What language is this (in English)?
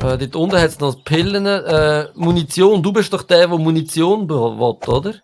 Swiss German